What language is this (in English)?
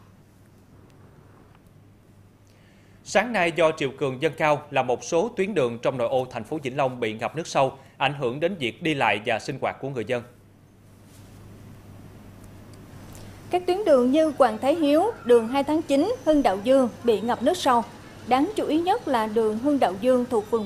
Vietnamese